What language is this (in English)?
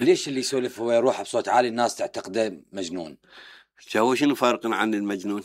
Mesopotamian Arabic